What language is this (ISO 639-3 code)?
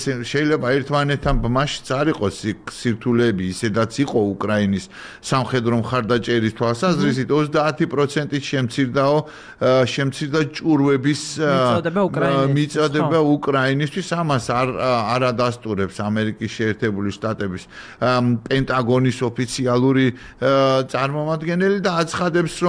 kat